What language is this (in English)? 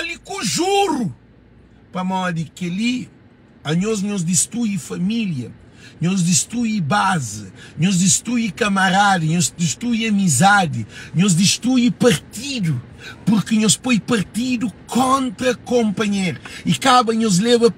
Kabuverdianu